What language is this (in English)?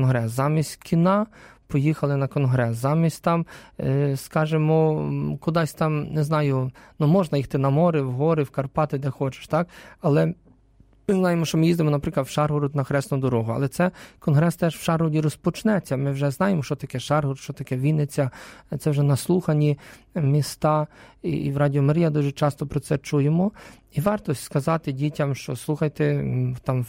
Ukrainian